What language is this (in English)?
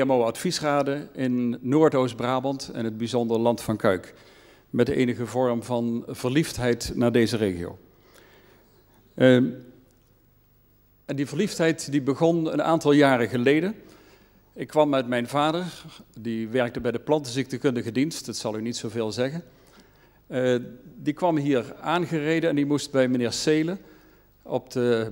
Dutch